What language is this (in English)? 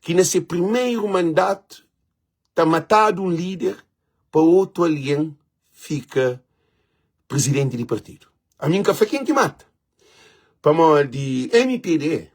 Kabuverdianu